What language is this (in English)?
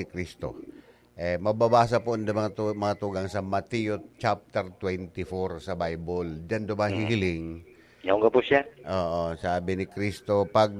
Bikol